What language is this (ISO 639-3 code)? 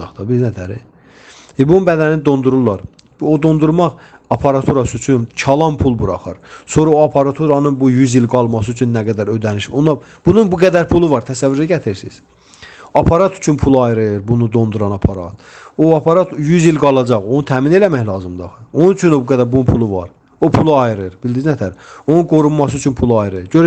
aze